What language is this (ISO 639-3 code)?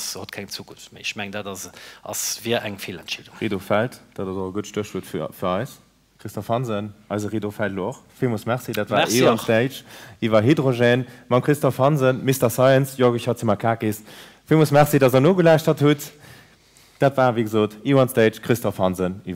ltz